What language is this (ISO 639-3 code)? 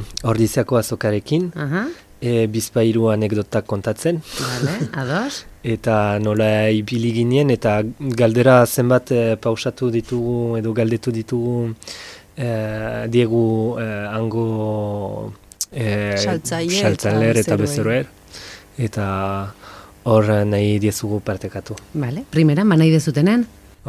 eus